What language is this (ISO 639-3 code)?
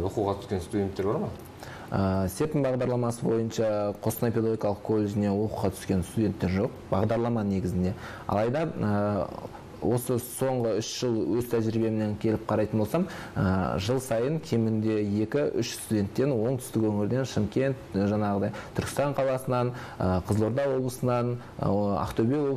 kaz